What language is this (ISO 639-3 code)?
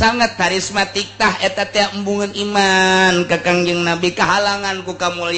sun